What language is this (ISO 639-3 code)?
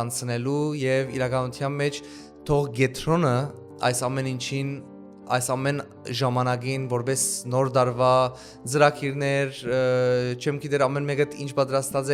hyw